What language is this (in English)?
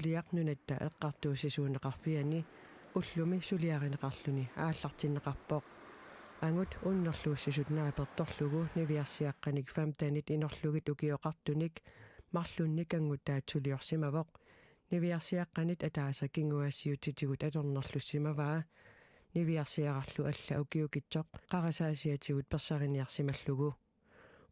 Kalaallisut